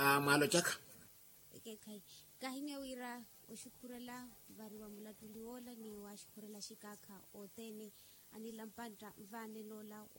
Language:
Makhuwa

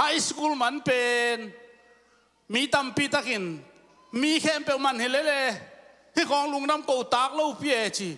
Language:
Tedim Chin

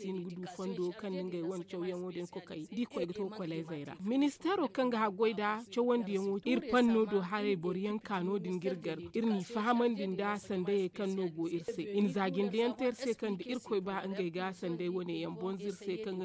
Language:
Zarma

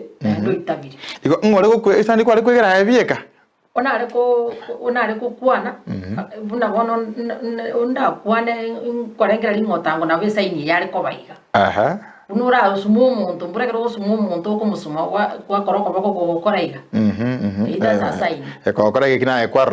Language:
Gusii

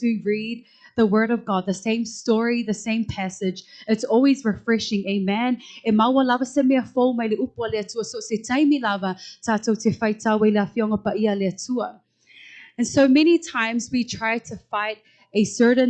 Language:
Samoan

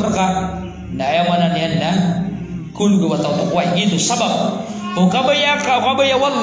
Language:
Maranao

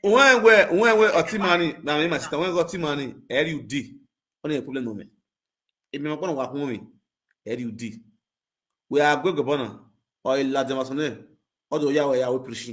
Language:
Nigerian Pidgin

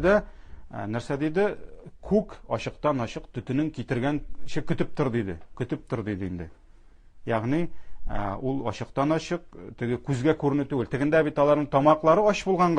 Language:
Tatar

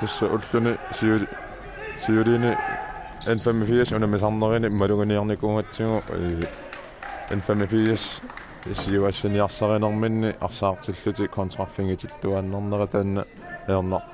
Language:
Kalaallisut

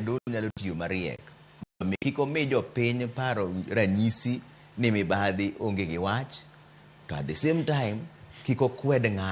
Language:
Luo (Kenya and Tanzania)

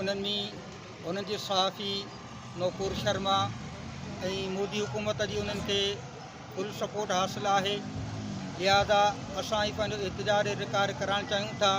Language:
Sindhi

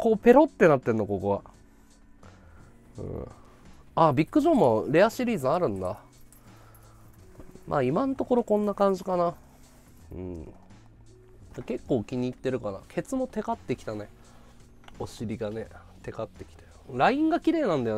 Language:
Japanese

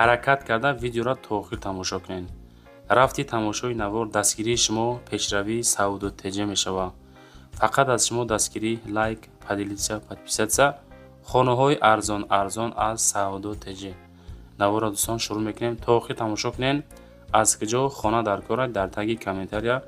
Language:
Tajik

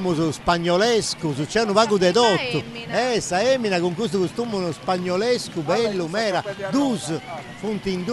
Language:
Sardinian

